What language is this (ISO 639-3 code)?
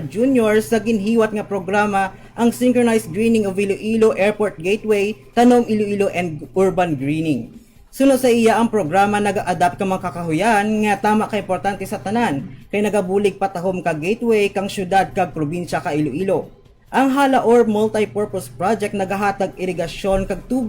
hil